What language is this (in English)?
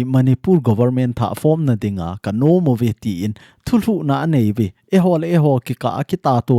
Thado Chin